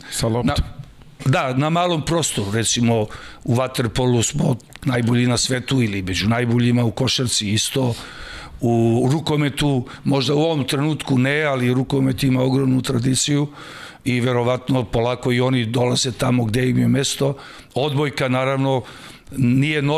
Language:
Serbian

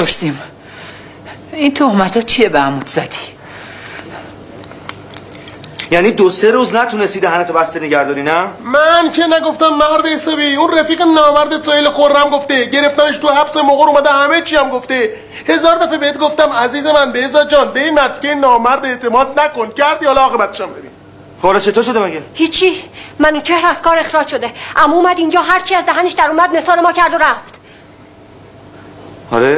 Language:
Persian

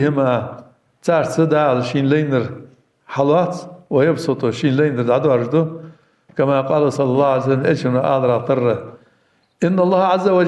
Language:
Ingush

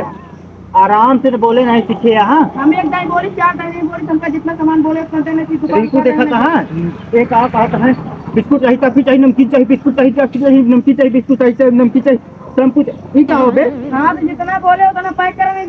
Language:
Awadhi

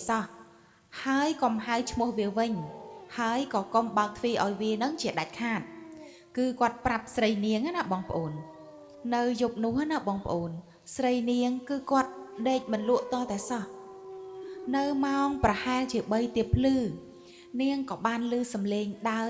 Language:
Khmer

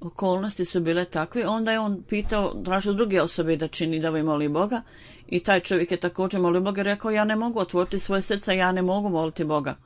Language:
Bosnian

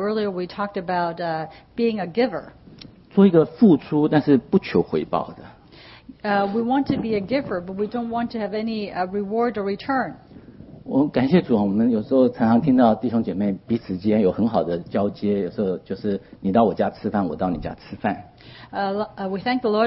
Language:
Chinese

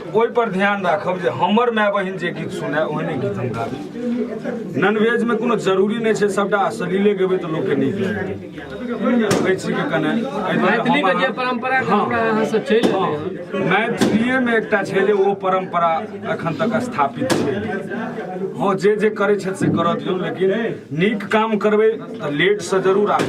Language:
Maithili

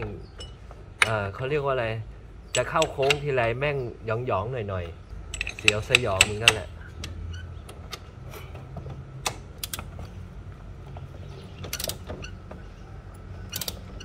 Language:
Thai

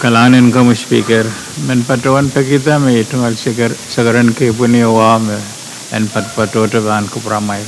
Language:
Pohnpeian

